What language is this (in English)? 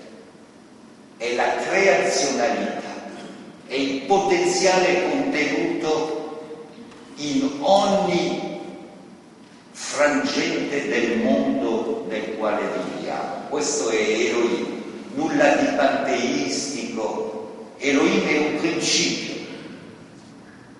Italian